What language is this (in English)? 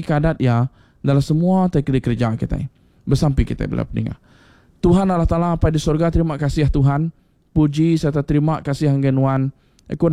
Iban